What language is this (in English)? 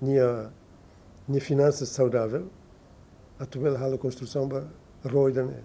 Tetum